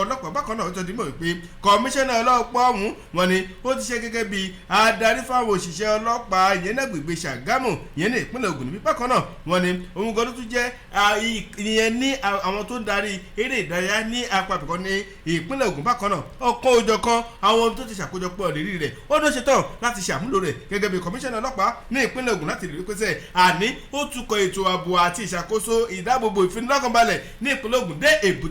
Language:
Yoruba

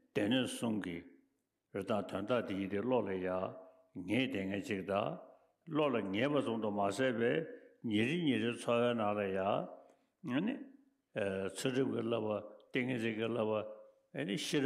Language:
Tibetan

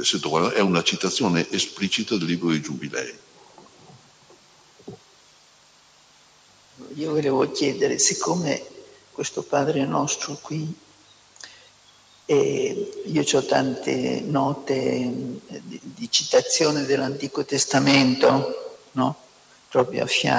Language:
Italian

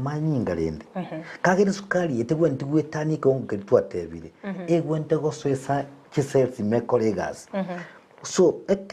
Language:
Gusii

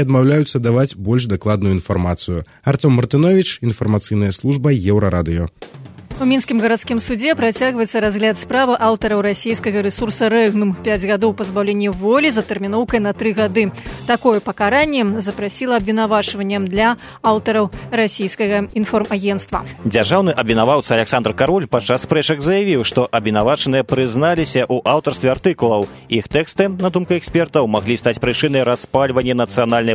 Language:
Belarusian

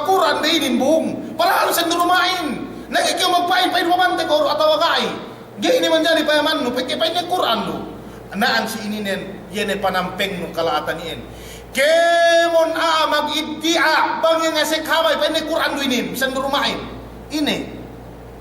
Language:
Yakan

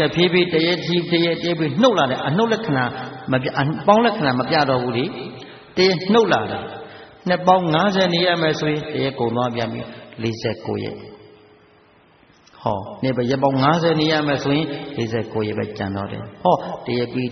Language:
Burmese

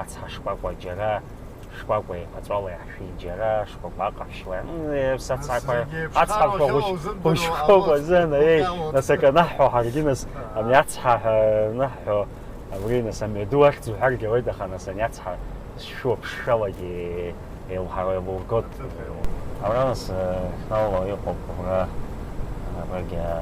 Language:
Abkhazian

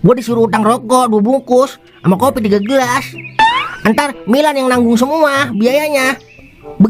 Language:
Betawi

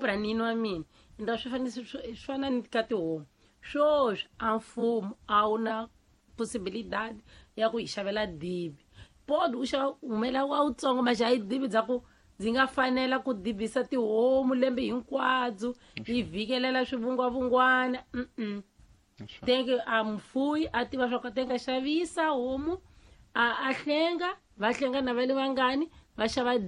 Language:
Tsonga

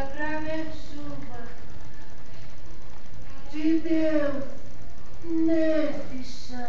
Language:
Portuguese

